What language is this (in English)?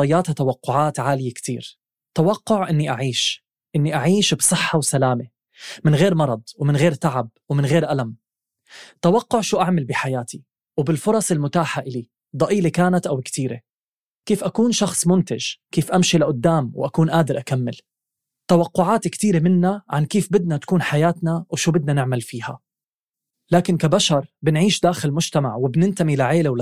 North Levantine Arabic